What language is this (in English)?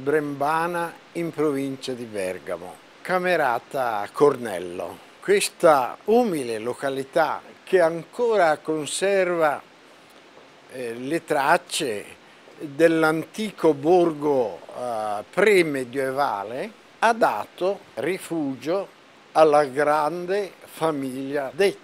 Italian